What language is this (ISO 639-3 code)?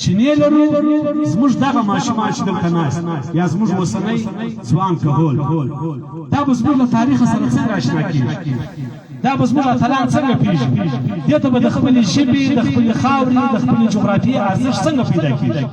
pus